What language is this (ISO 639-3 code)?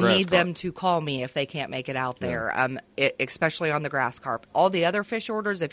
eng